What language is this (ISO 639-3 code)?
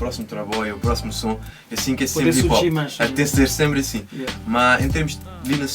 kea